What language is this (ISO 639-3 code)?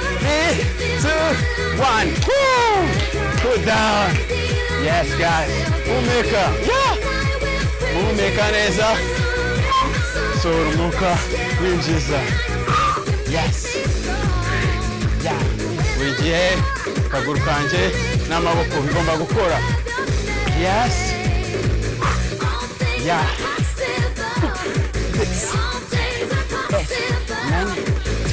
kin